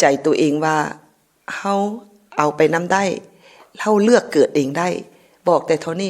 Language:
Lao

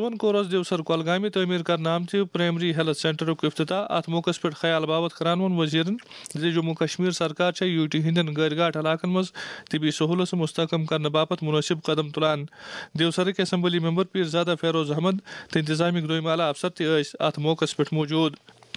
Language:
Kashmiri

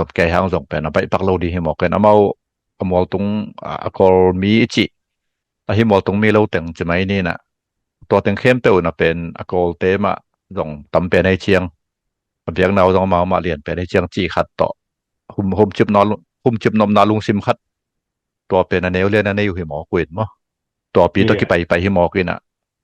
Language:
Tedim Chin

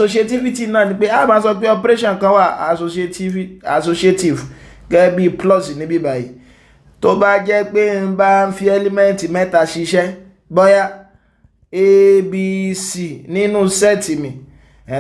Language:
Yoruba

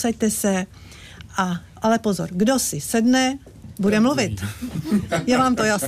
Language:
Czech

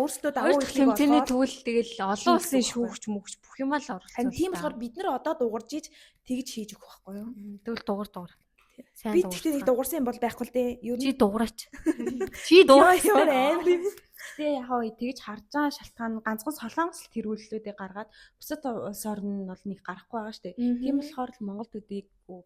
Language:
Mongolian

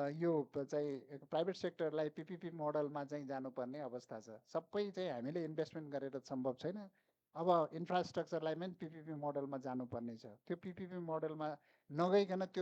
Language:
Nepali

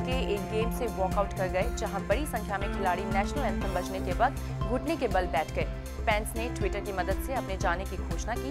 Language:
Hindi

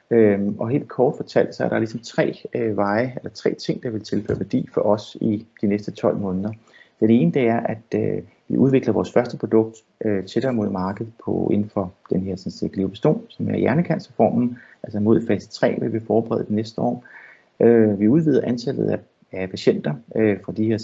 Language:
Danish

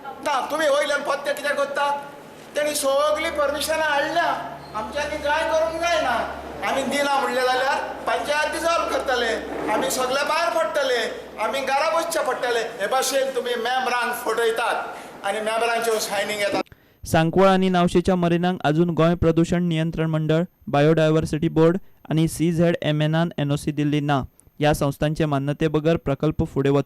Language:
Konkani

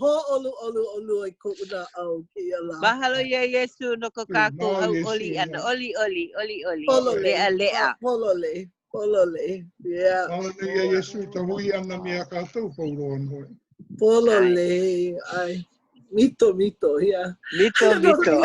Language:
Hawaiian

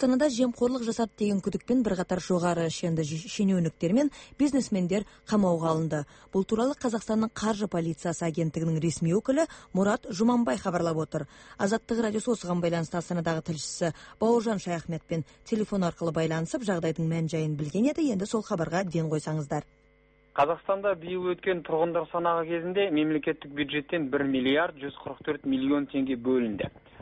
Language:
Kazakh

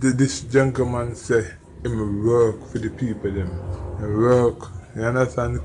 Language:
Jamaican Creole English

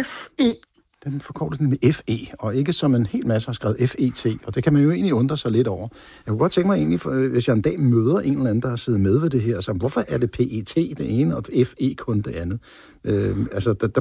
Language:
Danish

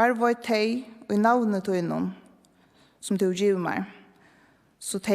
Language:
Faroese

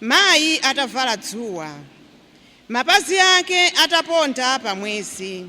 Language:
Nyanja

